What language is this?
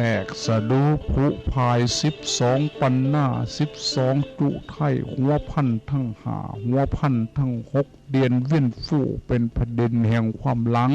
Northeastern Thai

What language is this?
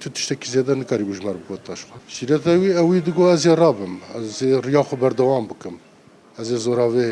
Kurdish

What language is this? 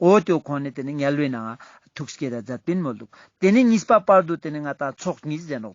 Ladakhi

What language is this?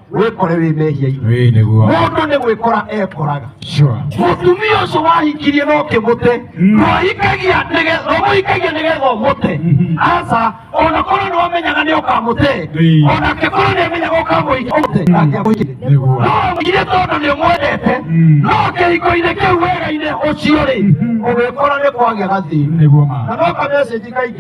Kikuyu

